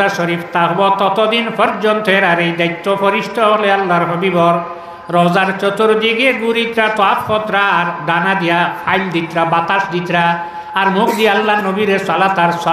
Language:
Sylheti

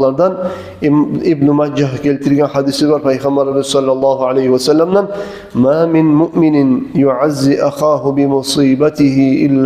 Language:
Kumyk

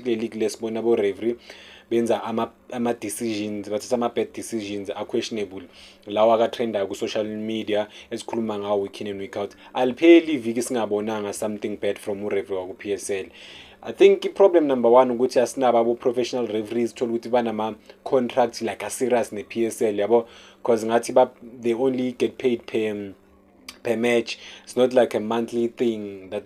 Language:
Zulu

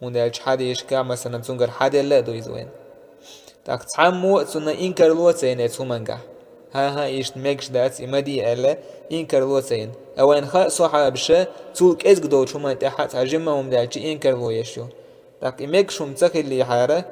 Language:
Chechen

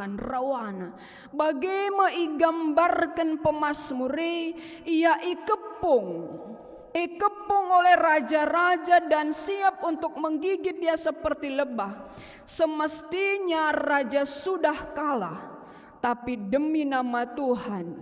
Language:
Batak Karo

